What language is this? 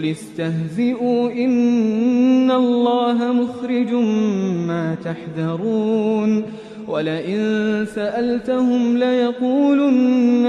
Arabic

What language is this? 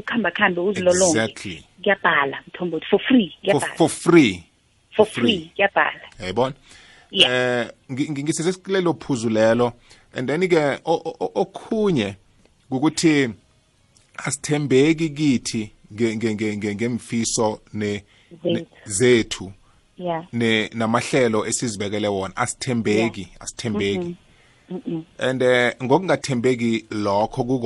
South Ndebele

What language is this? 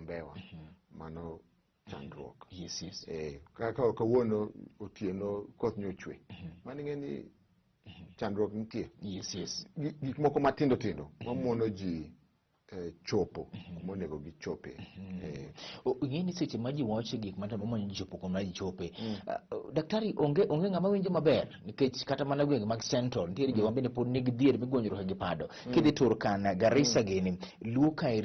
Luo (Kenya and Tanzania)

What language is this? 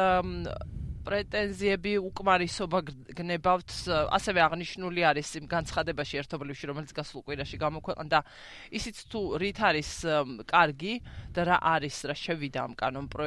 Georgian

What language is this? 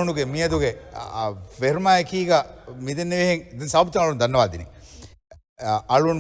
Divehi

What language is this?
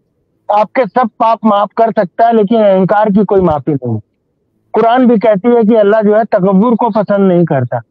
Hindi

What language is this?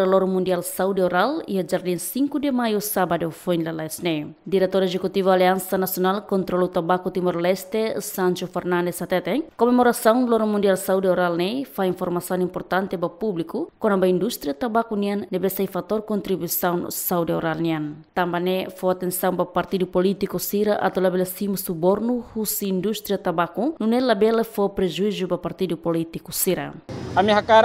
Tetum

